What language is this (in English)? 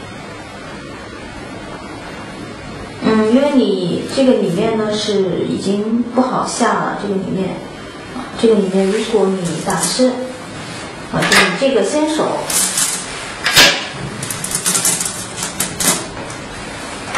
Chinese